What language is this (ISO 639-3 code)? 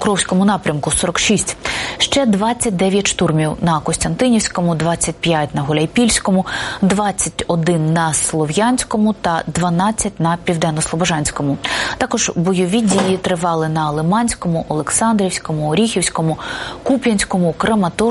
ukr